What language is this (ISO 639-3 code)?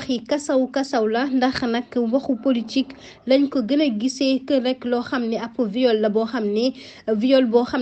wol